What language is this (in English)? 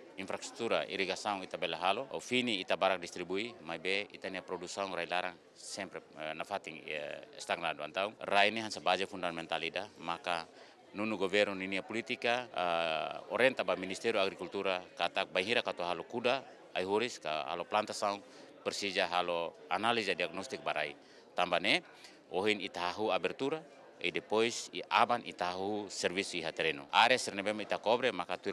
Tetum